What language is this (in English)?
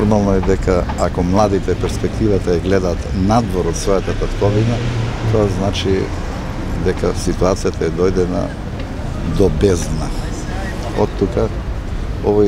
Macedonian